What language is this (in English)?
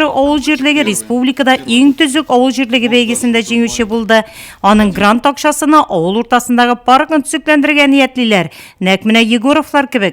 Tatar